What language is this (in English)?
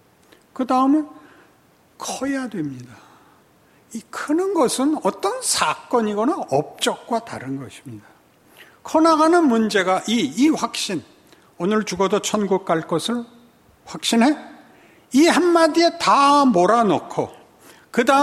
Korean